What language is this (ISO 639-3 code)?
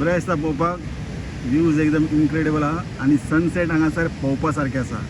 kok